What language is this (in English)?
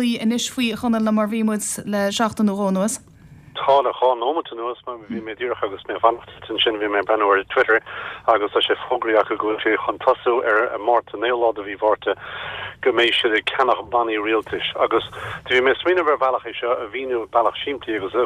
Irish